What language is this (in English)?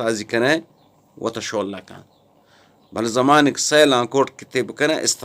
Eastern Balochi